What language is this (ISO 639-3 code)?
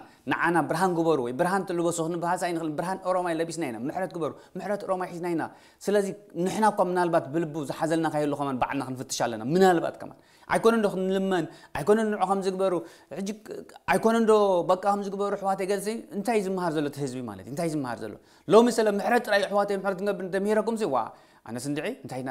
tir